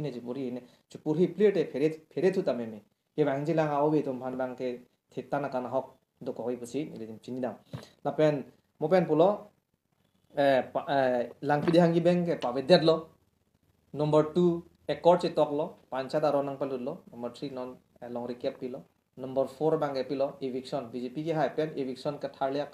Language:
Karbi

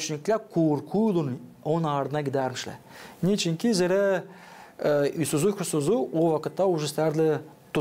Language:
Gagauz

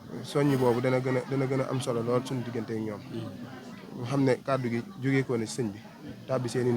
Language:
Wolof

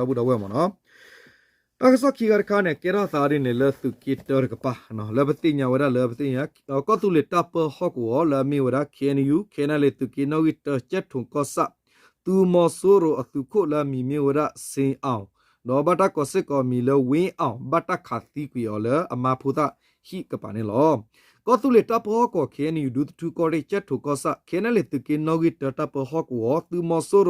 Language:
S'gaw Karen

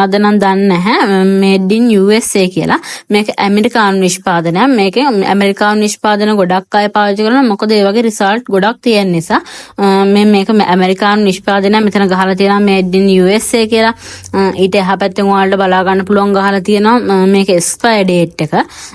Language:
Sinhala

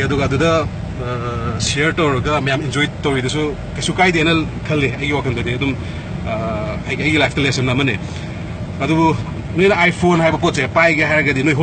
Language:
Manipuri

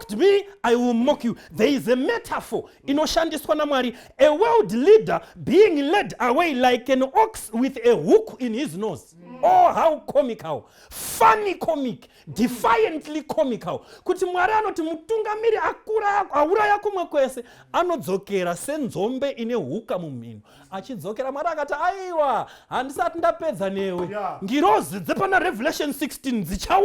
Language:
Shona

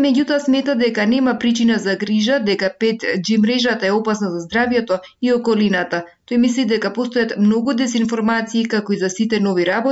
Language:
Macedonian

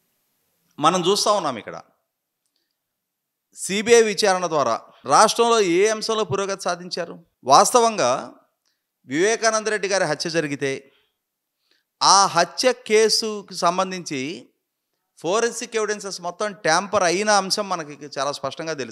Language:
Telugu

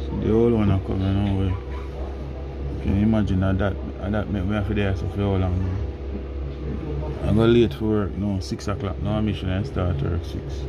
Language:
Jamaican Creole English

